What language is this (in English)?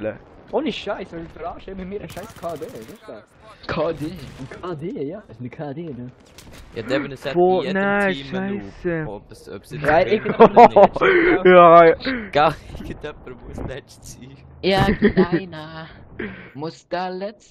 Swiss German